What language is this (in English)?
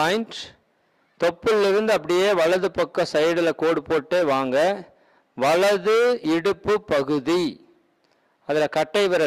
Tamil